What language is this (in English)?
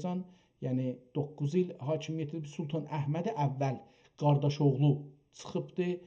South Azerbaijani